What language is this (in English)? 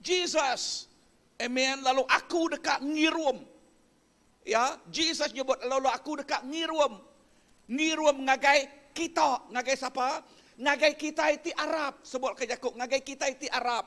Iban